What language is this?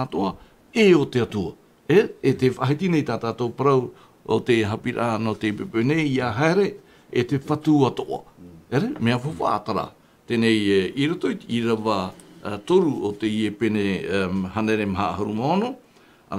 Tahitian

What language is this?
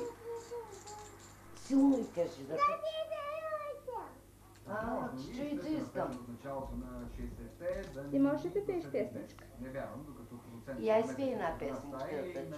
Bulgarian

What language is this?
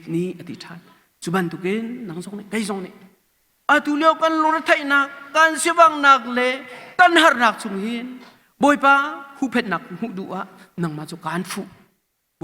Hakha Chin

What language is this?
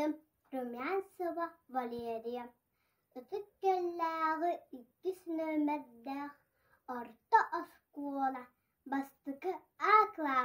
Yakut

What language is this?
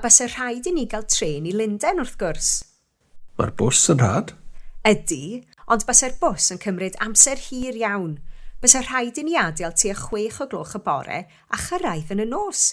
Welsh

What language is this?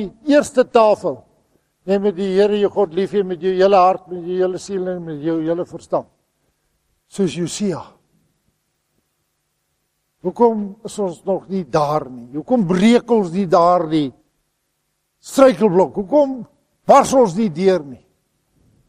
Afrikaans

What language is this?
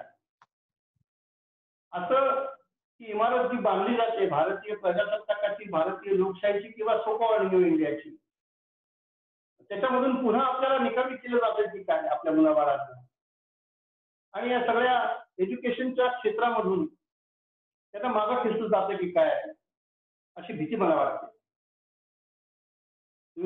Marathi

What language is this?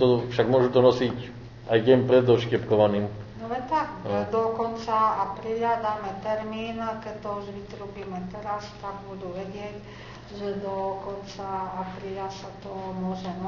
Slovak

